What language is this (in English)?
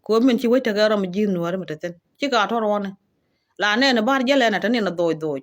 Nuer